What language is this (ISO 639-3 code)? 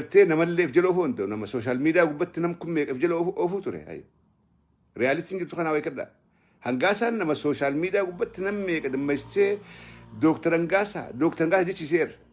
orm